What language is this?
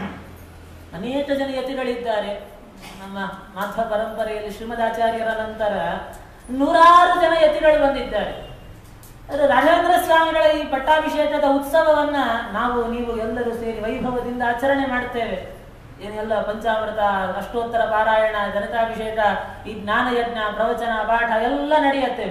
Kannada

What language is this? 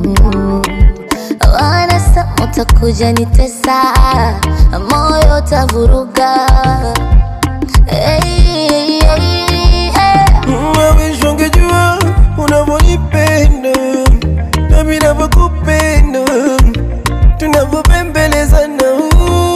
Swahili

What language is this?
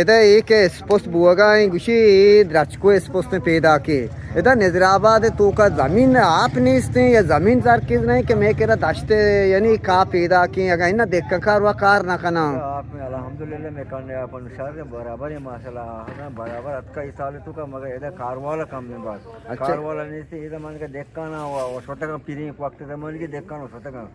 Eastern Balochi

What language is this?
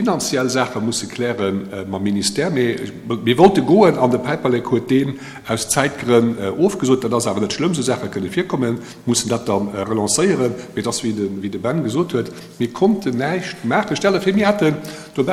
Luxembourgish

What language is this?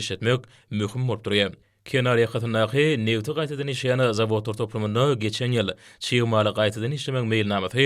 Turkmen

